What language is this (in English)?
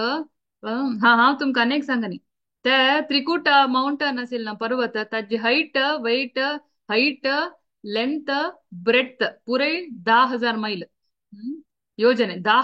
Konkani